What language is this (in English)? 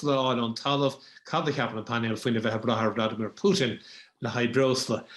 Irish